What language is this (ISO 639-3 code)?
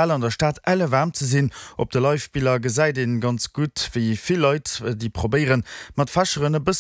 ltz